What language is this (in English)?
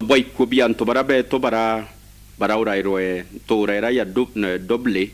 Meru